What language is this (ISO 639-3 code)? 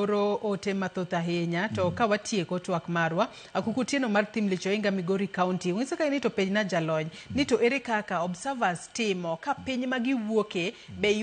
luo